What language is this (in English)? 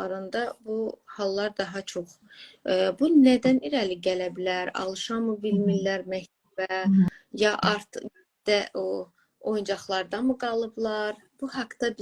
Azerbaijani